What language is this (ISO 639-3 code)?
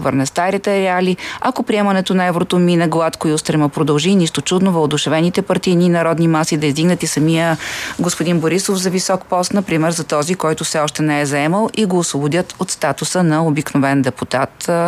bul